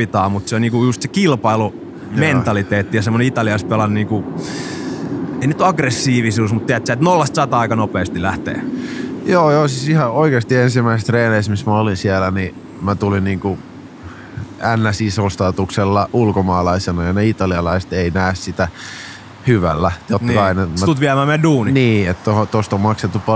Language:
Finnish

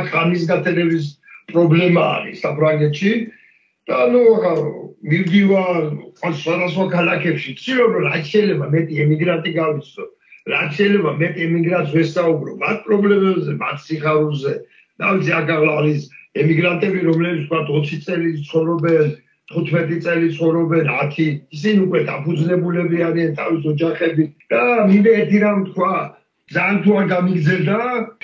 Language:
Georgian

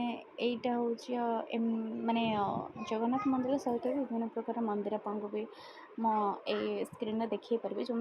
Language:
Odia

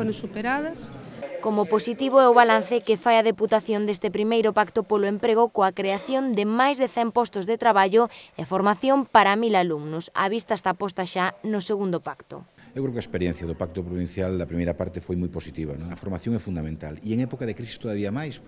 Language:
Galician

